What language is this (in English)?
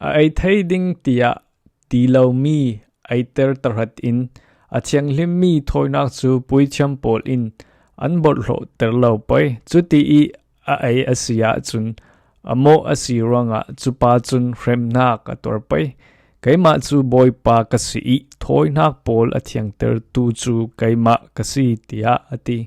Falam Chin